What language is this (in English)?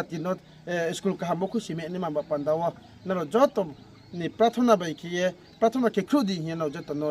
Riang (India)